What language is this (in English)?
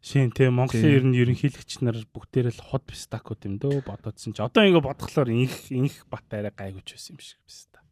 Mongolian